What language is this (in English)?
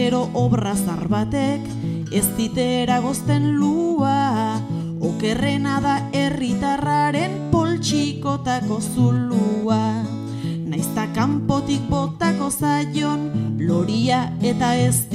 Basque